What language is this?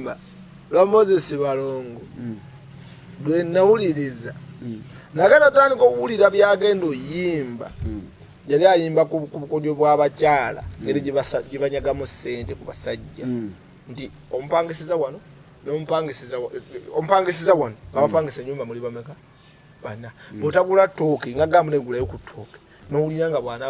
Ganda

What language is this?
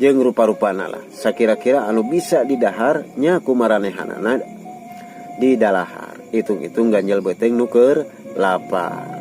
Sundanese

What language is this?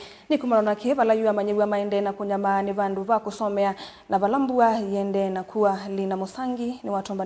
Kamba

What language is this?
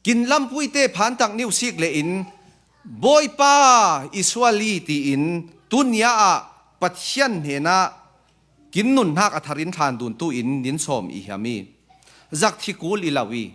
Falam Chin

